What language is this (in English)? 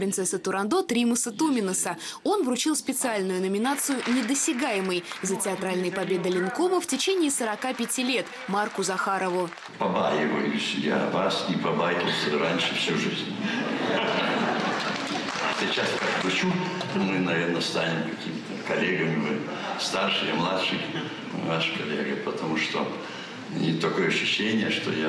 Russian